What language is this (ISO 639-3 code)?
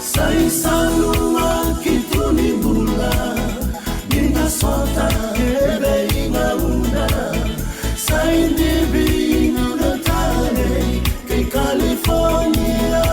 fij